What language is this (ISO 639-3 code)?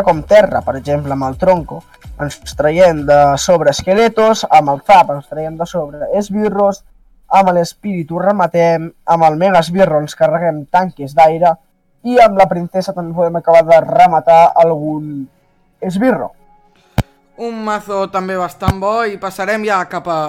cat